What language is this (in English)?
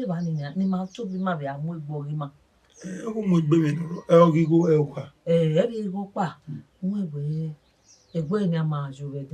Bini